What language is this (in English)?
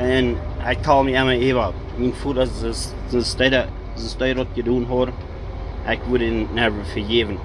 Plautdietsch